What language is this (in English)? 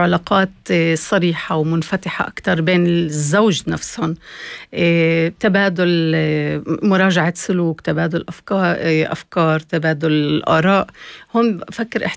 North Levantine Arabic